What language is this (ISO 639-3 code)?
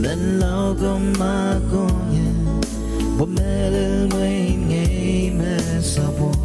pon